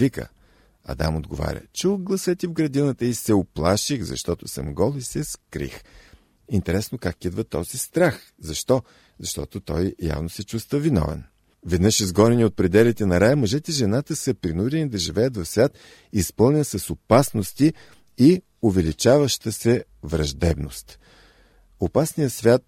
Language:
Bulgarian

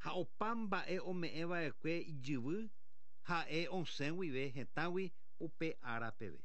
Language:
Guarani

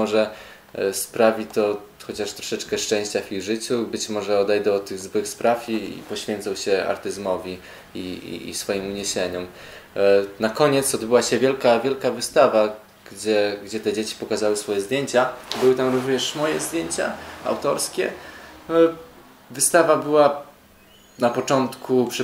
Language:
Polish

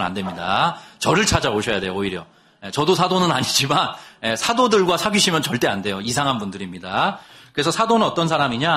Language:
Korean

